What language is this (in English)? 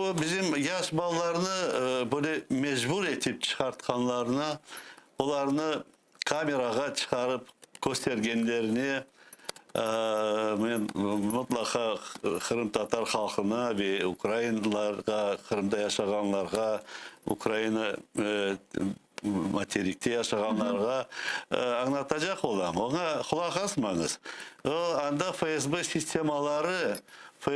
Crimean Tatar